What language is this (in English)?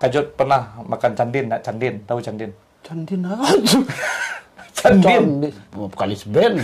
Minangkabau